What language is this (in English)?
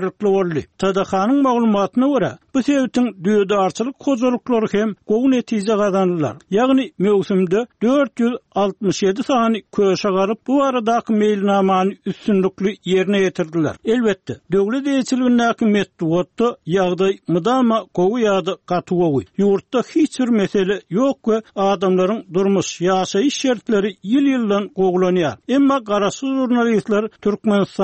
Turkmen